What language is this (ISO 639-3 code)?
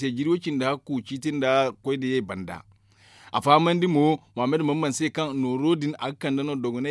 dje